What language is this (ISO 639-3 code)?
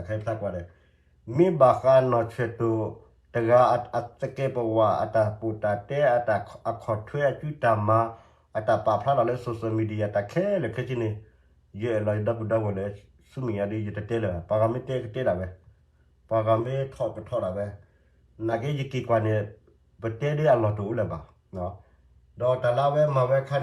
ksw